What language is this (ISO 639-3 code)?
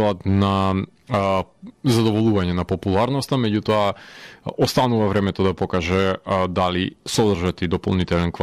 mkd